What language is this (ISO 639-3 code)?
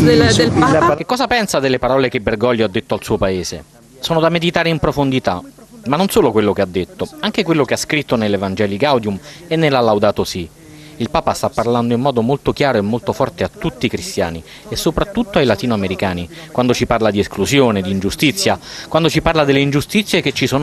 ita